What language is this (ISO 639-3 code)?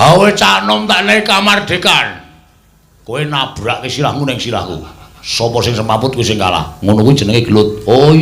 jav